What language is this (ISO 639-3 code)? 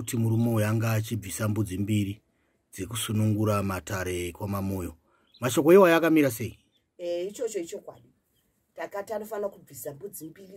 sna